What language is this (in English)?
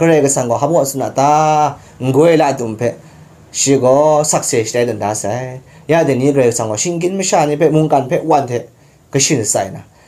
Kachin